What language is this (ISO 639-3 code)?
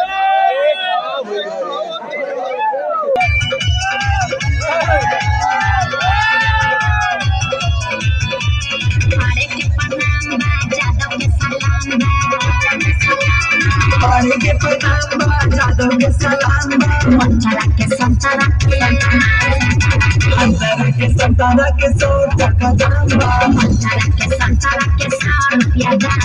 bho